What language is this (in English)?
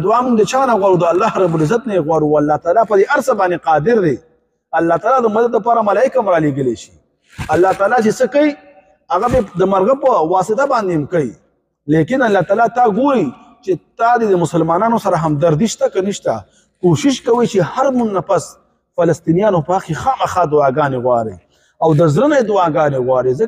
Pashto